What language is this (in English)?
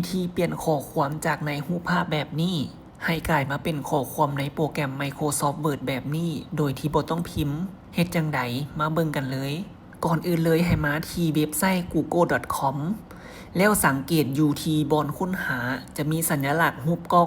Lao